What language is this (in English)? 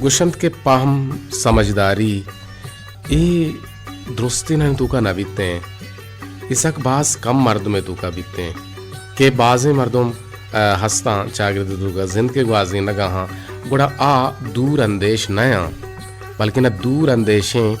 Baluchi